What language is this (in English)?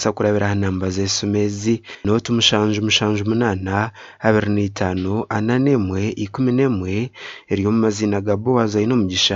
Nyankole